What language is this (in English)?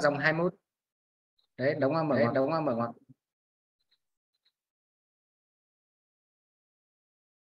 Vietnamese